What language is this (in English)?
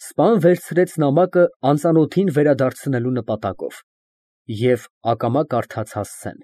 Armenian